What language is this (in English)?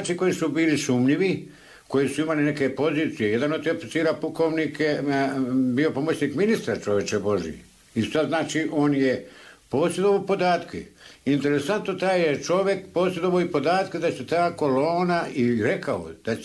Croatian